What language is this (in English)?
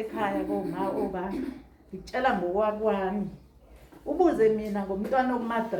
Zulu